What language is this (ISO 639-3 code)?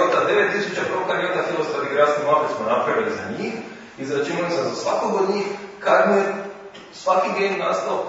hrv